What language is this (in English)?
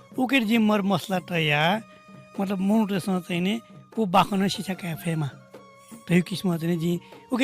Newari